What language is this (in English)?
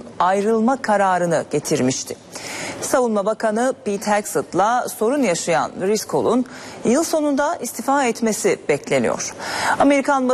Turkish